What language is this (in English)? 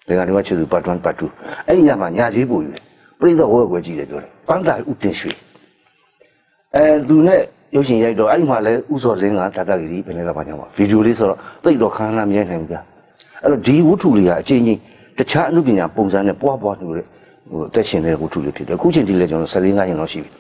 Burmese